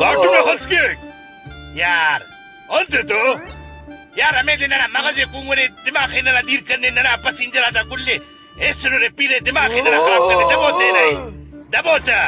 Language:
Brahui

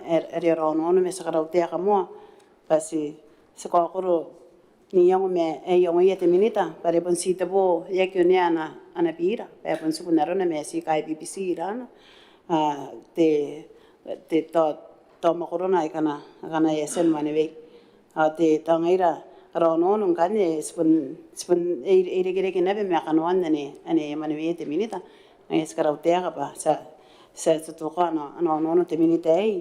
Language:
Gilbertese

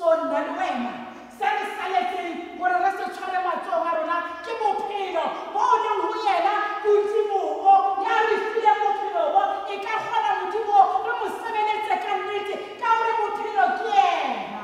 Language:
Tswana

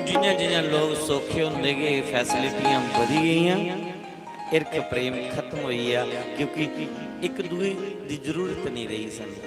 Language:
Dogri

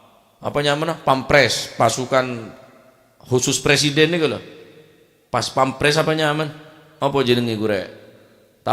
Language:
Madurese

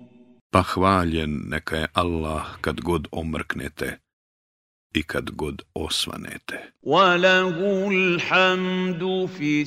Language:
Bosnian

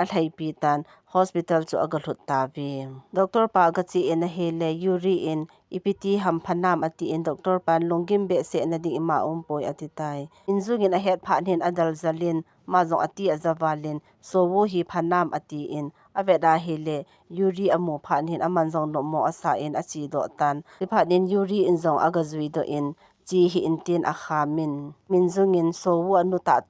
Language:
Thado Chin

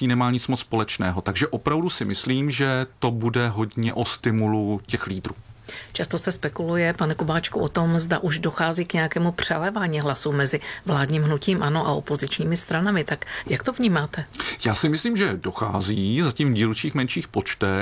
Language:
Czech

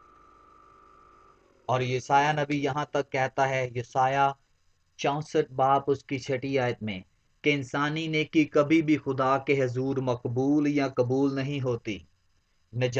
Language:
Urdu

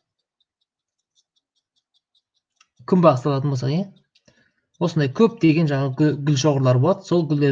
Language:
Kazakh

